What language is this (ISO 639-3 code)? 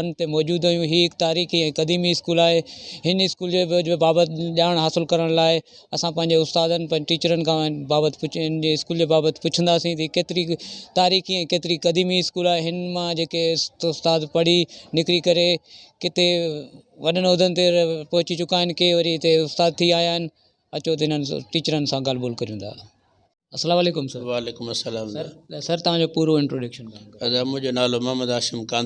snd